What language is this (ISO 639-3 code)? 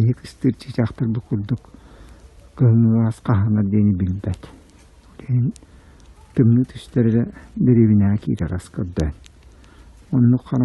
sah